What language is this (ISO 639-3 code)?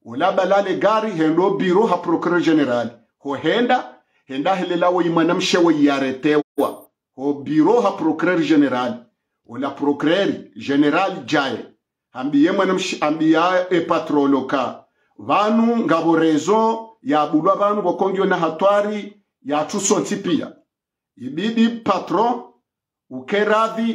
swa